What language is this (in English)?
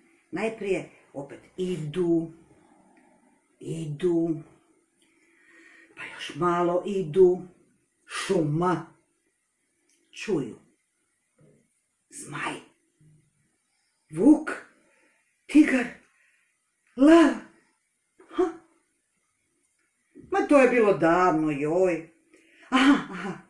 Croatian